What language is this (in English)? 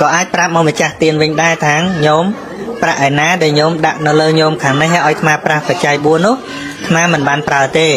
Khmer